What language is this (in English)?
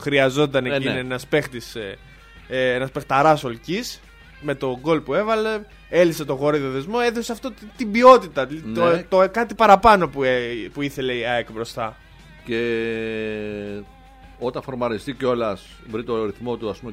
Greek